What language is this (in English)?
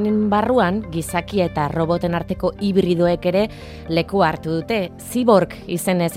Basque